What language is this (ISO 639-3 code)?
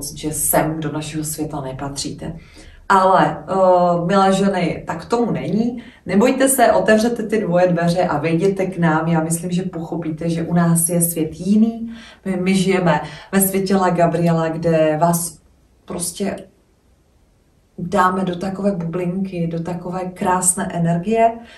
ces